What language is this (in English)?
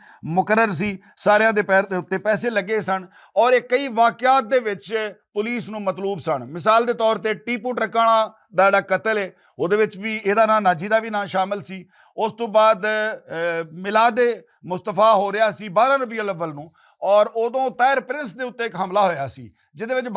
Western Panjabi